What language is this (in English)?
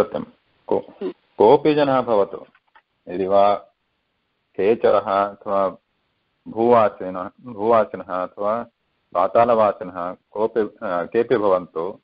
Sanskrit